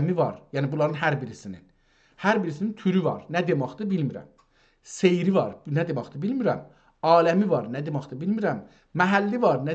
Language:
South Azerbaijani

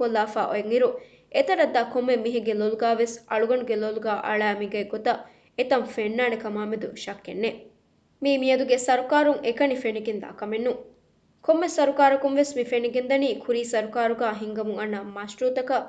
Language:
Divehi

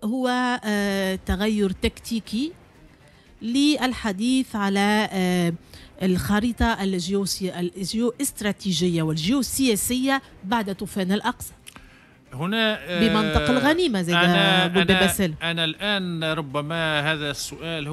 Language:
Tunisian Arabic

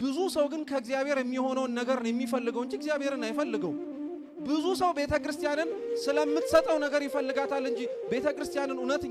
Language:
Amharic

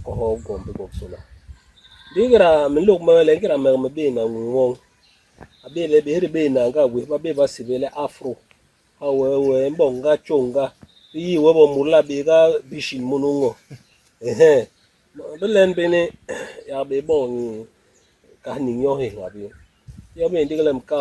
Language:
Basaa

